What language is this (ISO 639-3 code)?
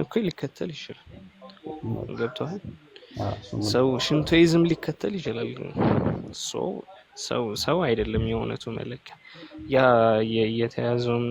amh